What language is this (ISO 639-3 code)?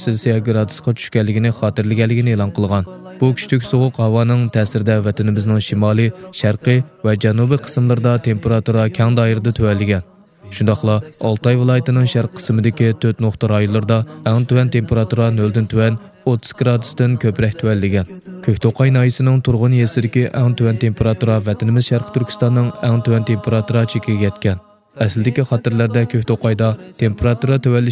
uig